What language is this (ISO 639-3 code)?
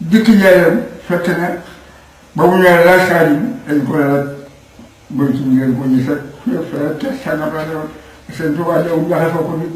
wol